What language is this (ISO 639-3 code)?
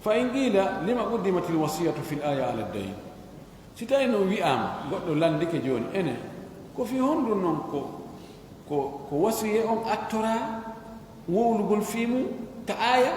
ful